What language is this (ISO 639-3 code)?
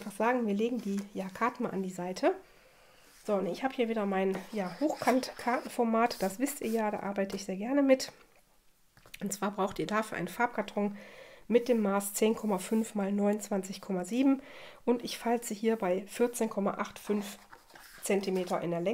deu